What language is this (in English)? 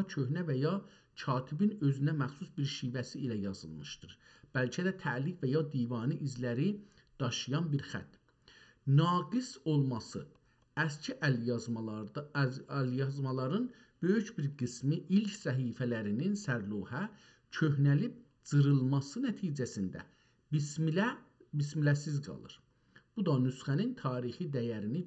South Azerbaijani